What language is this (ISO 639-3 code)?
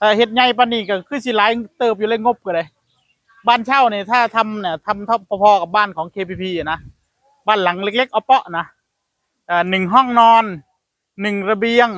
tts